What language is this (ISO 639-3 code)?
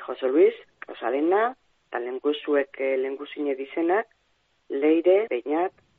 eus